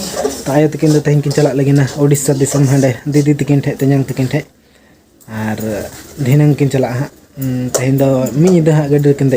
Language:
Santali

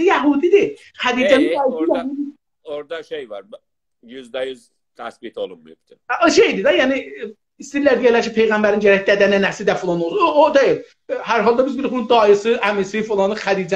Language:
South Azerbaijani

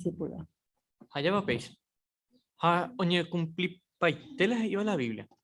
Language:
Guarani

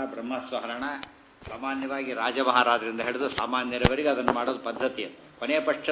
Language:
Kannada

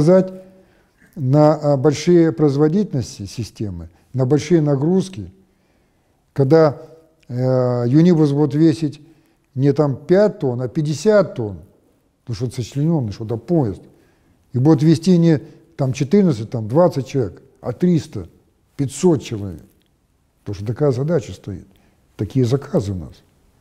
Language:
Russian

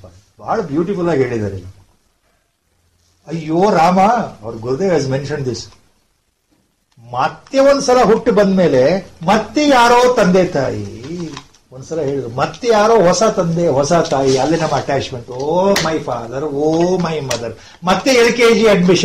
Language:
Kannada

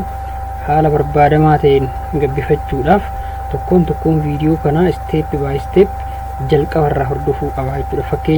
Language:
Oromo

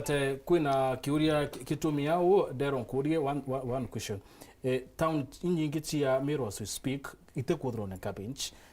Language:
Meru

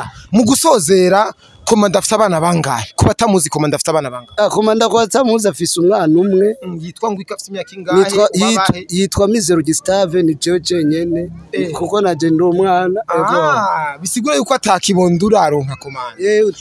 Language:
Rundi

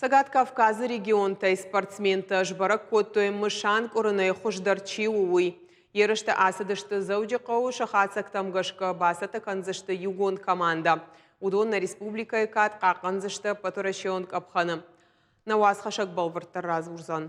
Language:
Ossetic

